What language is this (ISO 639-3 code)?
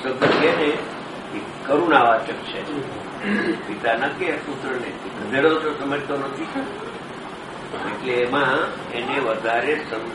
guj